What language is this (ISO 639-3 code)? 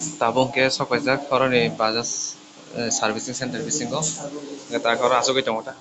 trp